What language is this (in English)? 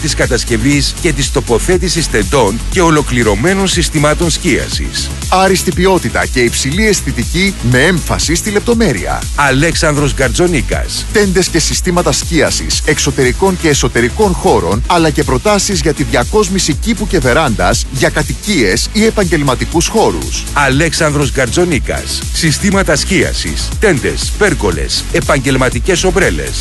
Greek